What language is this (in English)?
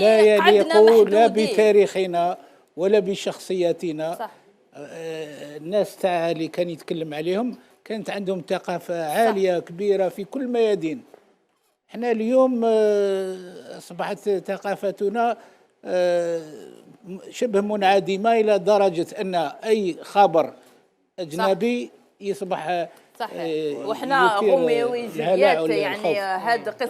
Algerian Arabic